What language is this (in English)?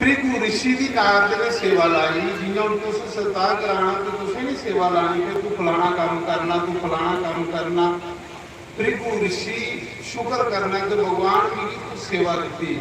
Dogri